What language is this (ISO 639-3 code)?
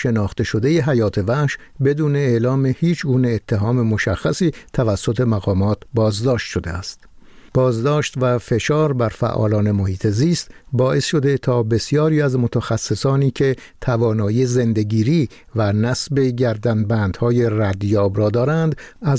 fas